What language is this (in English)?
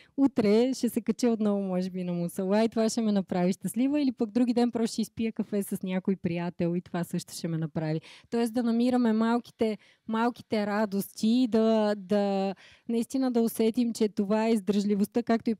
Bulgarian